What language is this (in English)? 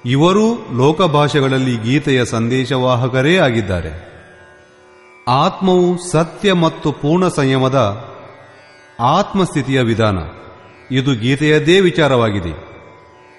Kannada